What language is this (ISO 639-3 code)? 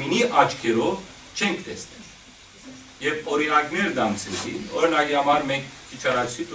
hyw